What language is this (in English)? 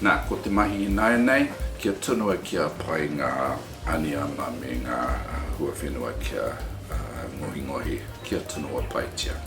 Māori